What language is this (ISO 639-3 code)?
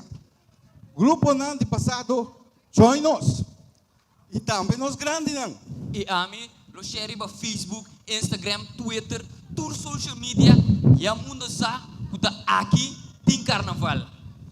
pap